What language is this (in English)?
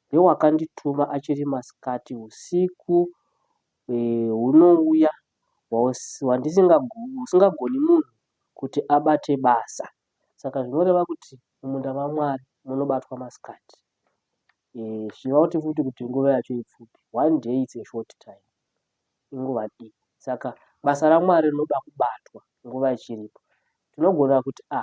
Shona